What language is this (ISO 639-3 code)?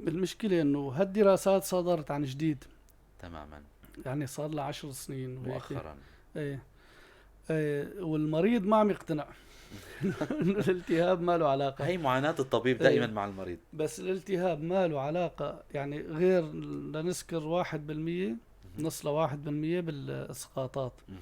apc